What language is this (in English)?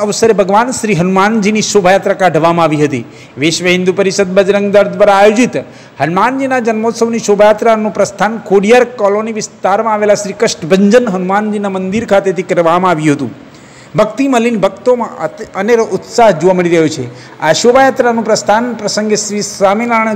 Gujarati